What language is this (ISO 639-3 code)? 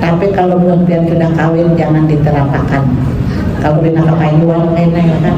bjn